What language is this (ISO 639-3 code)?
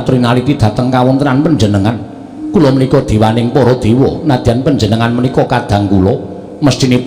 jav